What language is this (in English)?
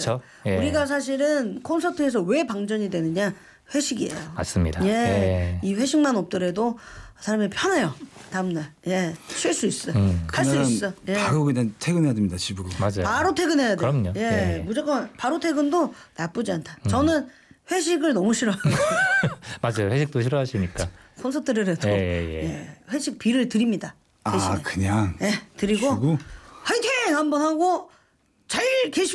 Korean